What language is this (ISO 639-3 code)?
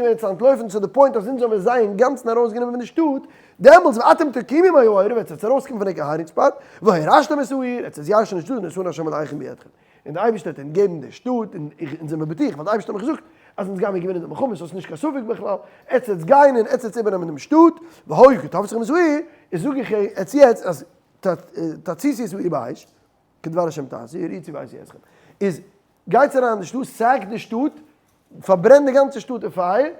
yid